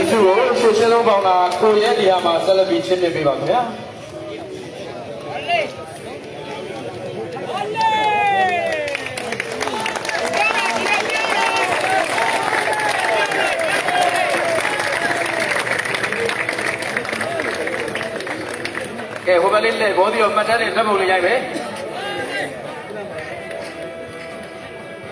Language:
Burmese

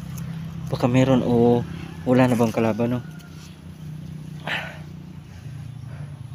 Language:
Filipino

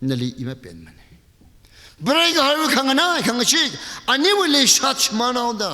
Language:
Tangkhul Naga (India)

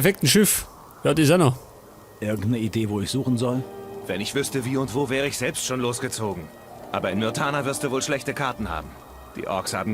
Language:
Bavarian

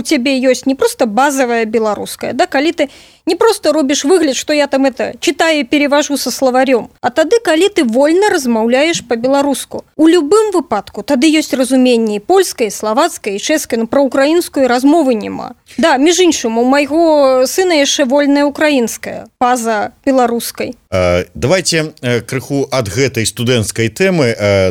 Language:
Belarusian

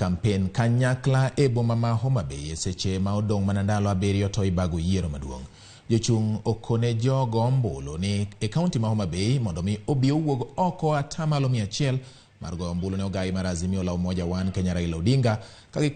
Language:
Luo (Kenya and Tanzania)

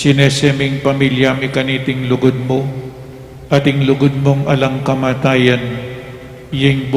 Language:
Pampanga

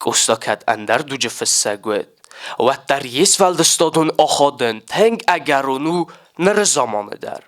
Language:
Ossetic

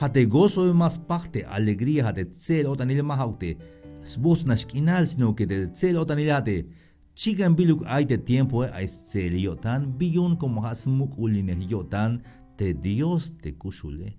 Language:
Tzeltal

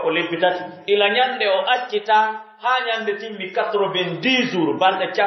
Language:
Pular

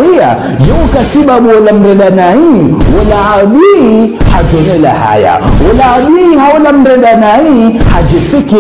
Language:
Ngazidja Comorian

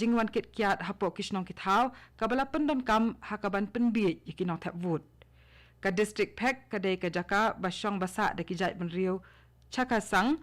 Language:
Khasi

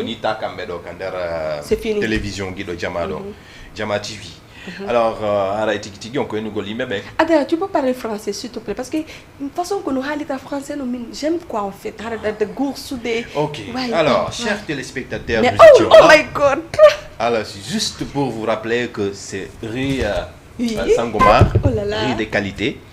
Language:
Fula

